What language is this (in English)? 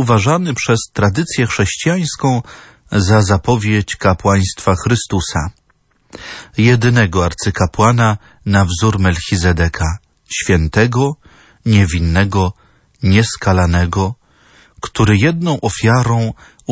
Polish